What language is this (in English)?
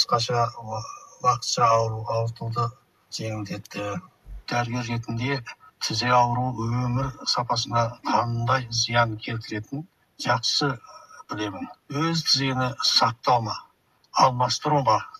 Kazakh